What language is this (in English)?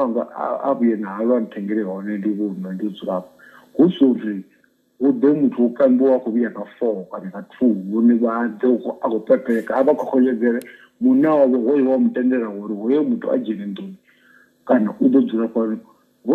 Venda